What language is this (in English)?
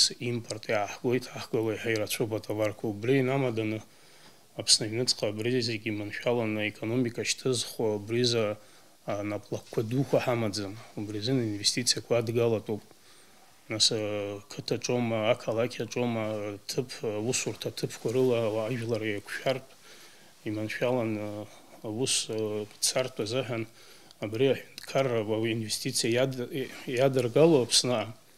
Abkhazian